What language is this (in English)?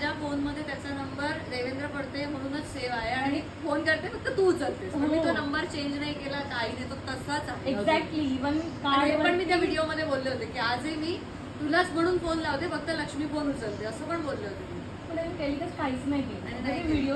Marathi